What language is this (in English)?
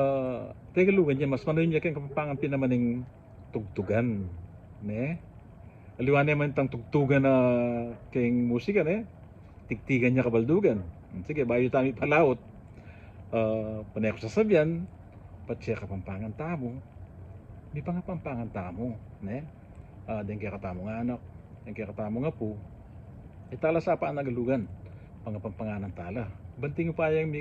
Pampanga